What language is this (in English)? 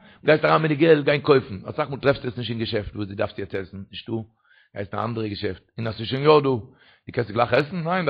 Yiddish